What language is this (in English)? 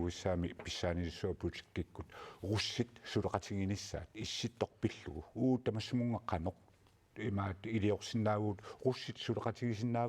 Kalaallisut